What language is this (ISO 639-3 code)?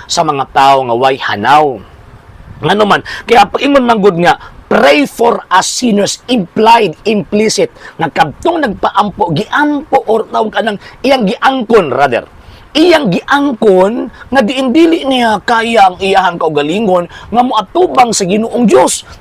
ceb